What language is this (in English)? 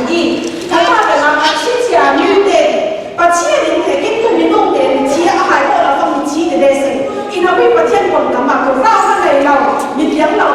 Falam Chin